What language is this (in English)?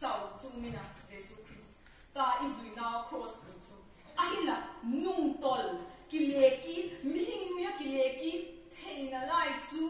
Vaiphei